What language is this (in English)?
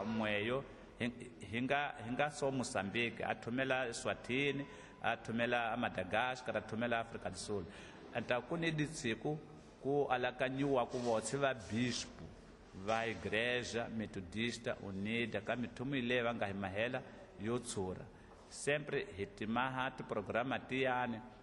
Tsonga